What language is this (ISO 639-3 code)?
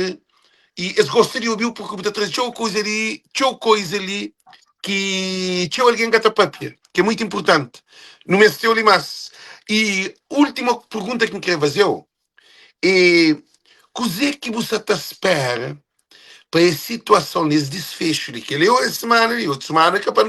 kea